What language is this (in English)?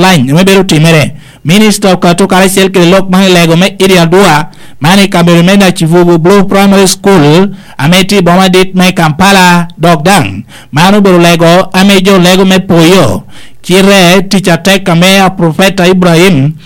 Lango (Uganda)